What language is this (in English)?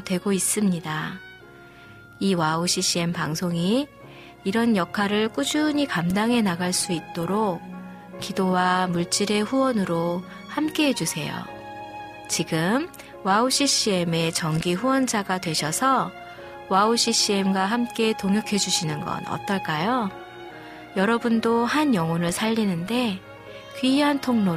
Korean